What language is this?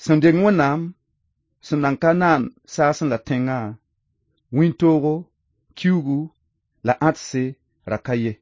Mossi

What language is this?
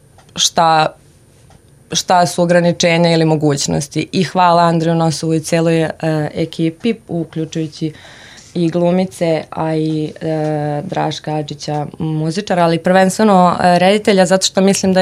Serbian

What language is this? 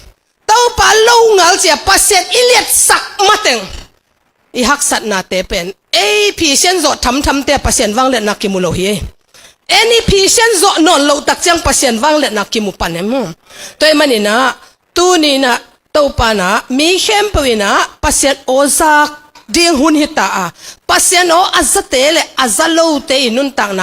Tedim Chin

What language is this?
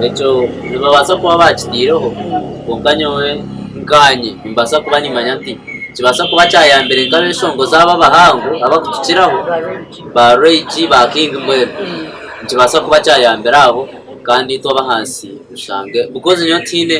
Nyankole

